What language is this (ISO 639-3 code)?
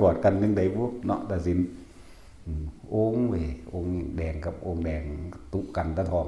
tts